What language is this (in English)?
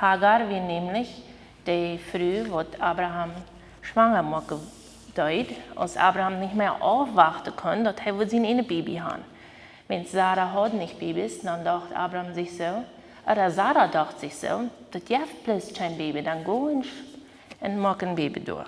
Plautdietsch